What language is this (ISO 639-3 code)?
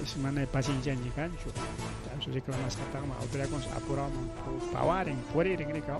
quy